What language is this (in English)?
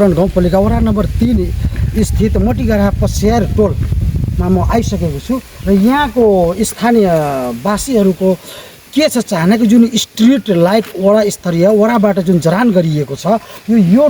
Nepali